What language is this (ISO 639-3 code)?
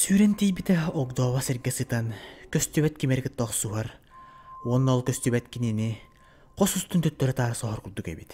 sah